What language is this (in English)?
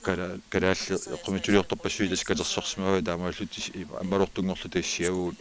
Kalaallisut